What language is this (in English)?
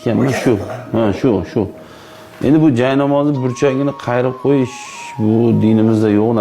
Uzbek